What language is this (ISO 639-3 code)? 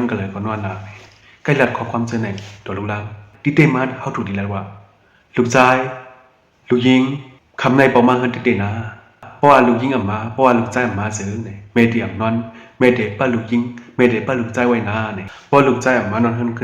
shn